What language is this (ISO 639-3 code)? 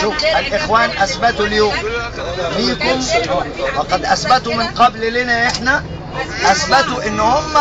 arz